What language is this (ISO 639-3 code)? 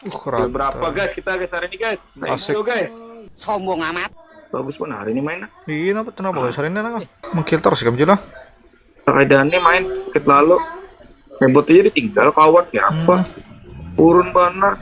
bjn